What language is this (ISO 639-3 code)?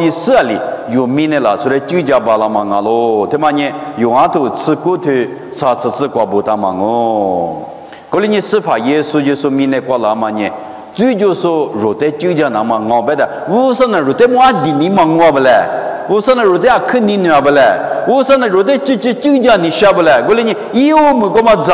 lis